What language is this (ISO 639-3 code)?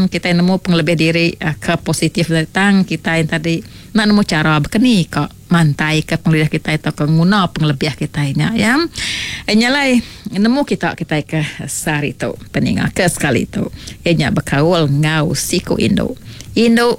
iba